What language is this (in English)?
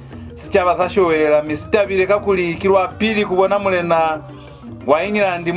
Lozi